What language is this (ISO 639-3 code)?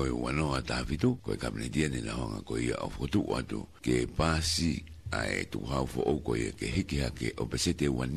ton